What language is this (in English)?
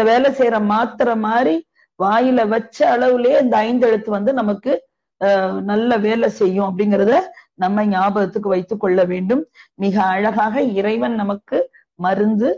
Tamil